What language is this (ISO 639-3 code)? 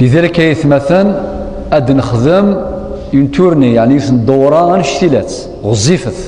kab